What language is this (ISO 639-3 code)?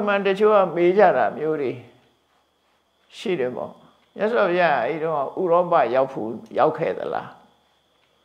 mya